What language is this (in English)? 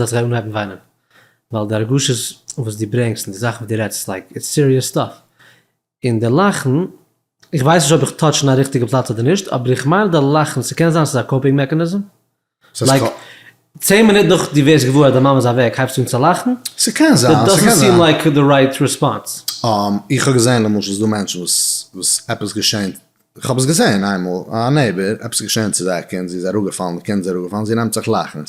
Yiddish